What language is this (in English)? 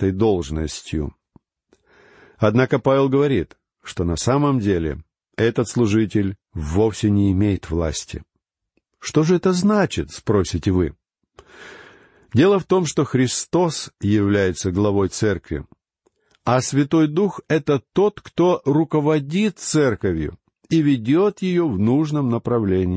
Russian